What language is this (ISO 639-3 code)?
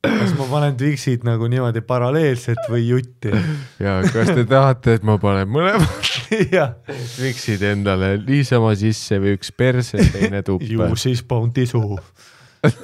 est